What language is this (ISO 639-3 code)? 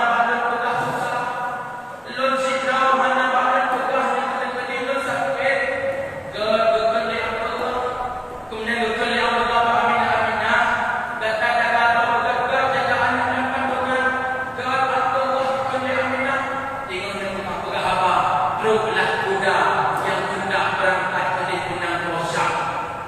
ace